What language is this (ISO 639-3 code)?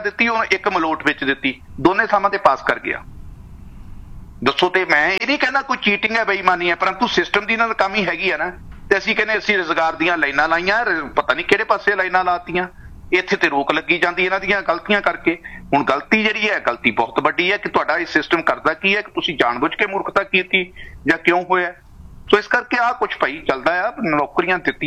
pan